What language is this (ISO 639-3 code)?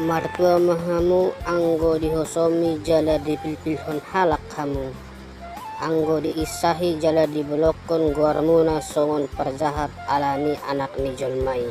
bbc